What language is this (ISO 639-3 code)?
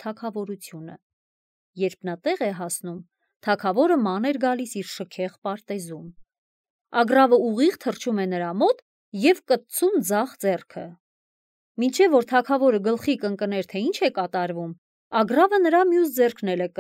hye